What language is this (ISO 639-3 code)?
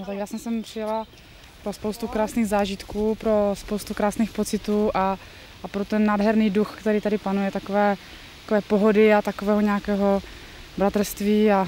ces